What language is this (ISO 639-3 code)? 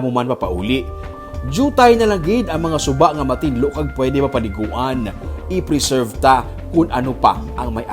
hil